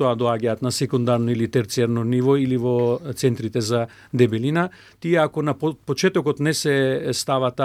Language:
Macedonian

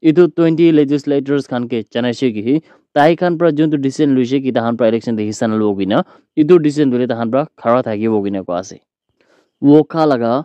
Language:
Naga Pidgin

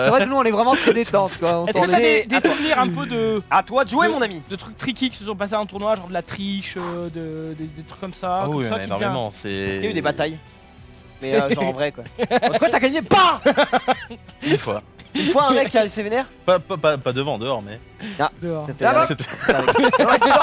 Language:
French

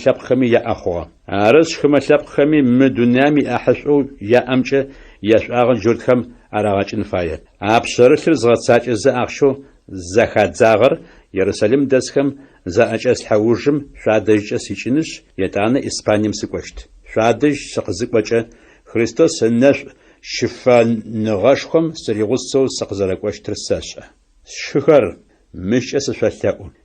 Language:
Adyghe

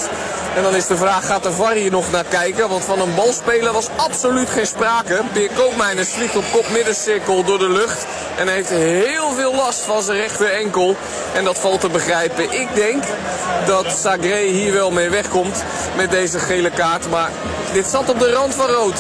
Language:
Dutch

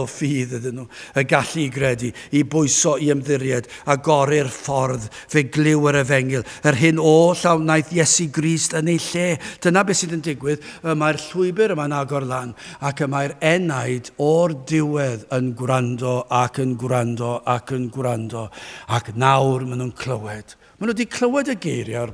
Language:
Welsh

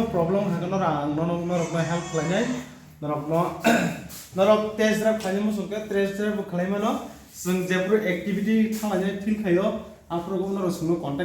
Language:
Kok Borok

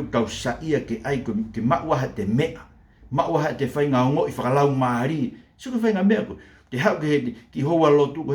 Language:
Tongan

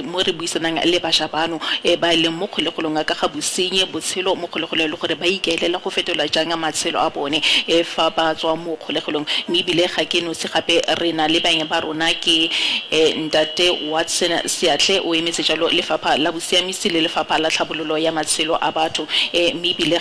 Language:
Tswana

